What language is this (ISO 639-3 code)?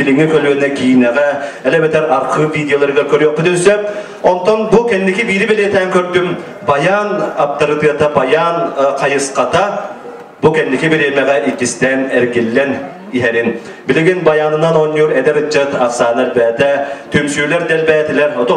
sah